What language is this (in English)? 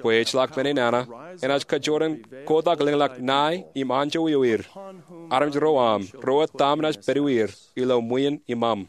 Marshallese